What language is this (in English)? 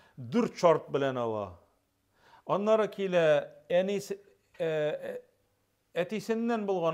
Tatar